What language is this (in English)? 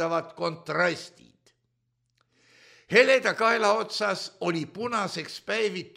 Estonian